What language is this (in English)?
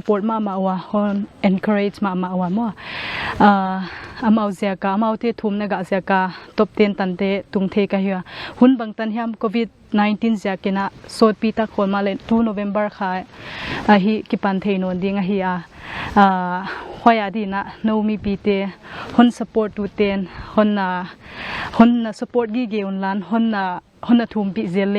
Paite Chin